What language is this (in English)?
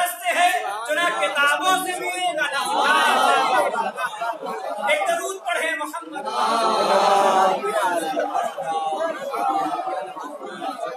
Urdu